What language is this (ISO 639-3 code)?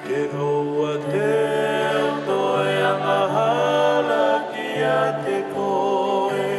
ton